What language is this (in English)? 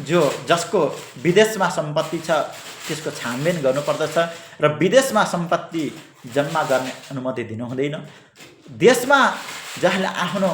Nepali